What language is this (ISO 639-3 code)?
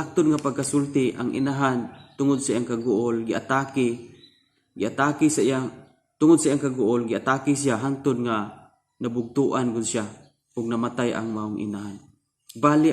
ceb